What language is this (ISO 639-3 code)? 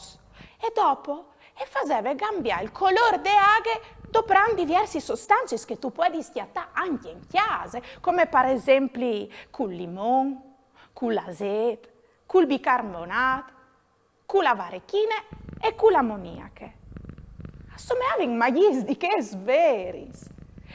fur